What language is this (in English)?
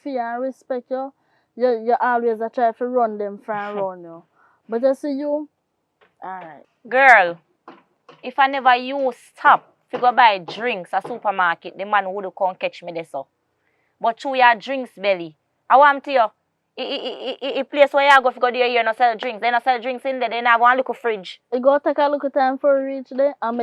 Jamaican Creole English